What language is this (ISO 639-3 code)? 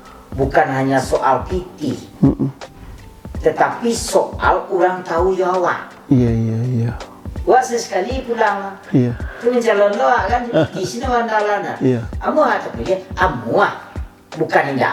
min